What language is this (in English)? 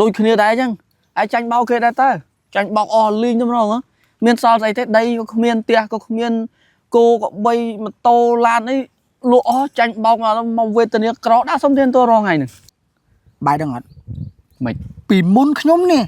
Khmer